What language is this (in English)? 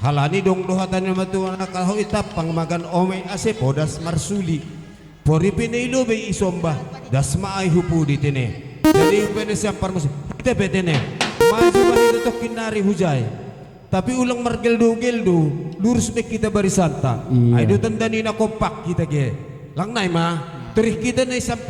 Batak Simalungun